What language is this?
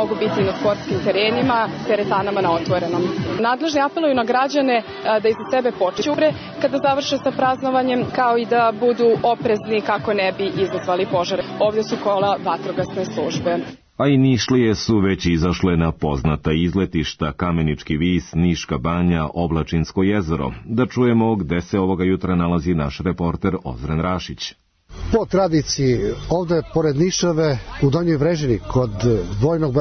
Serbian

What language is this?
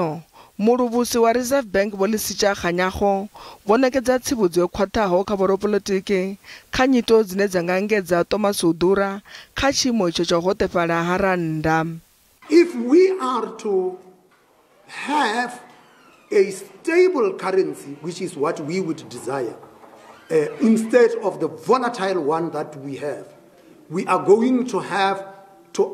Venda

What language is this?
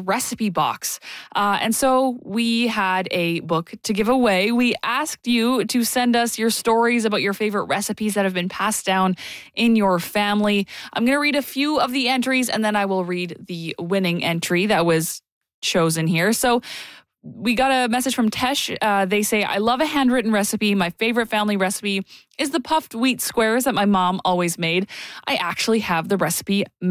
English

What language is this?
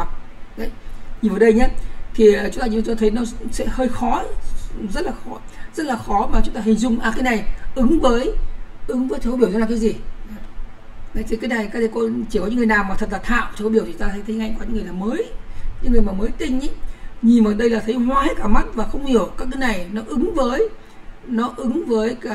Vietnamese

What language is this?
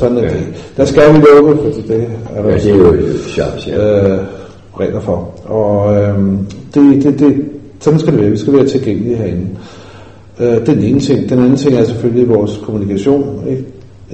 Danish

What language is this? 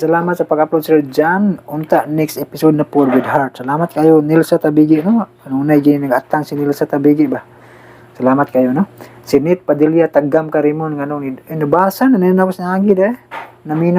Cebuano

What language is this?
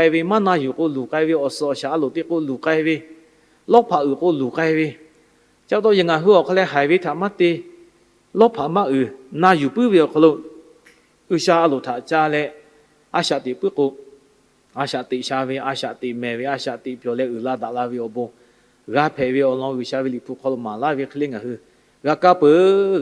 Lahu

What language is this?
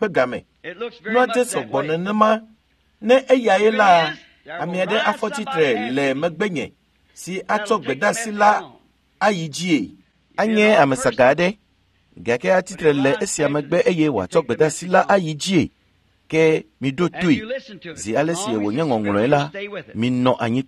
Ewe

